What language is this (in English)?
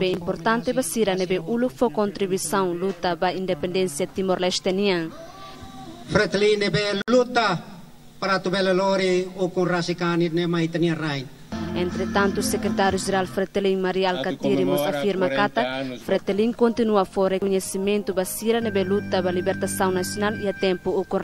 Tetum